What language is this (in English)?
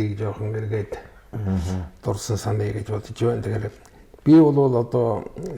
Mongolian